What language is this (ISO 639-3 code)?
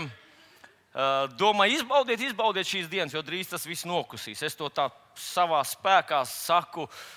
lav